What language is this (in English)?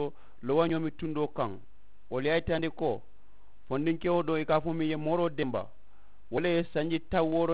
Mandingo